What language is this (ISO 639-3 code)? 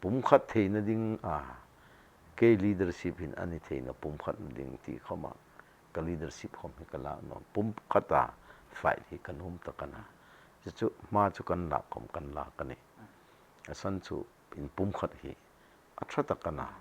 hmr